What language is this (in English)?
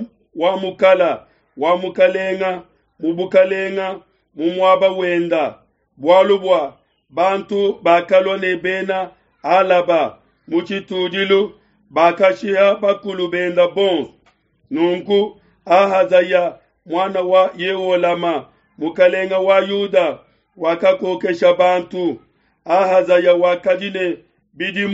Luba-Lulua